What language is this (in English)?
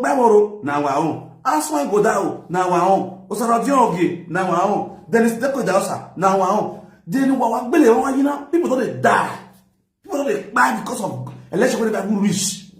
Nigerian Pidgin